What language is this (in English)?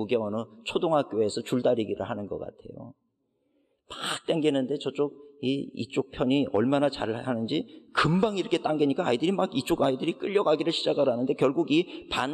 Korean